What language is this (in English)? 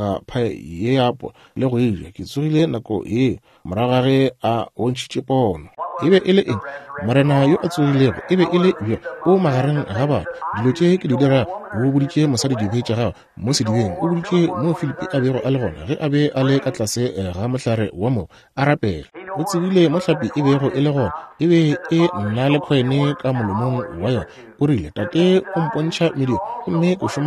Northern Sotho